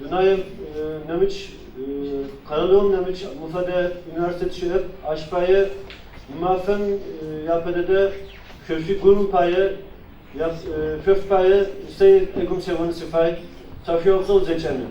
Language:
Adyghe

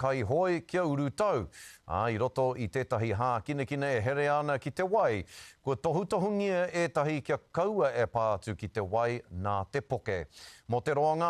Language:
Māori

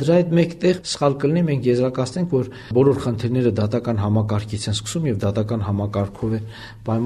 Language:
Armenian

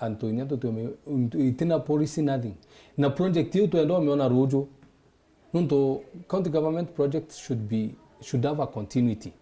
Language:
Meru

